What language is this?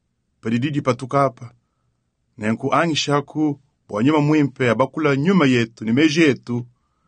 Luba-Lulua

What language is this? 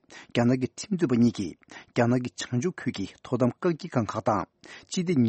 Tibetan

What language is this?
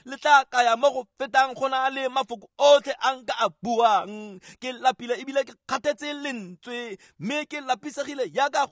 Tswana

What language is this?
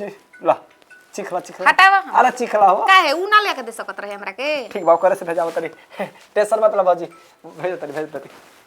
Bhojpuri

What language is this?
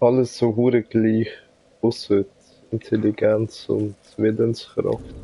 Swiss German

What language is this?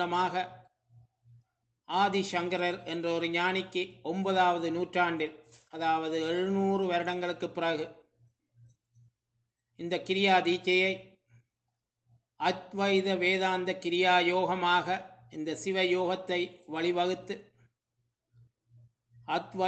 Tamil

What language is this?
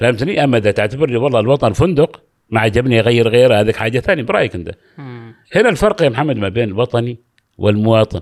Gulf Arabic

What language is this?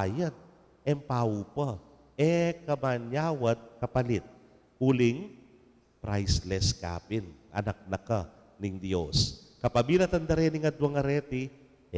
Pampanga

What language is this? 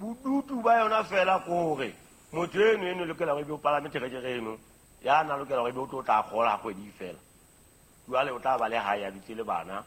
Southern Sotho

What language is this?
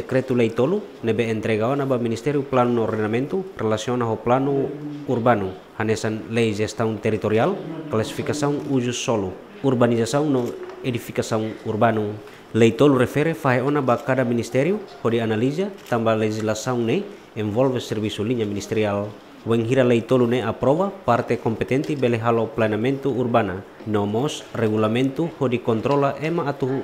Tetum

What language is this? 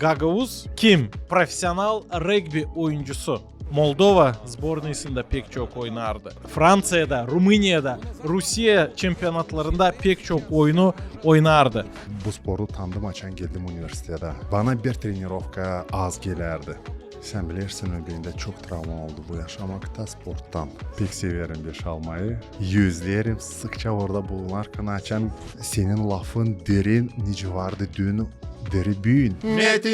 Gagauz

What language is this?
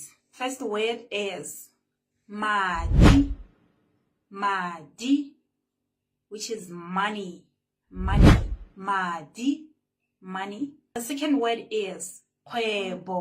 Tswana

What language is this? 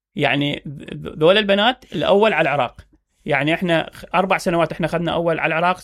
Mesopotamian Arabic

